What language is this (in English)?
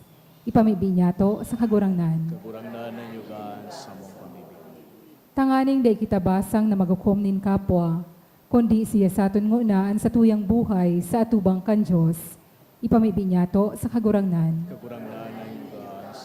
Bikol